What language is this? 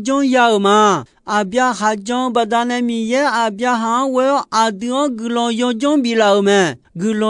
Akha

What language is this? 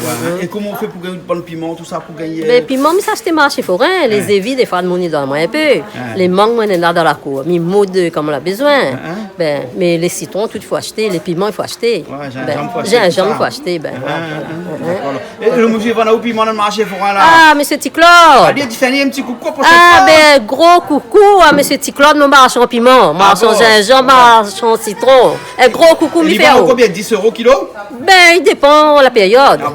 Réunion Creole French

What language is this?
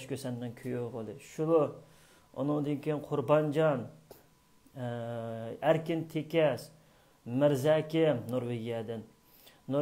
Uyghur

